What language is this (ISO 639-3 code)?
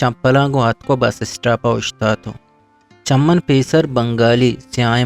bgp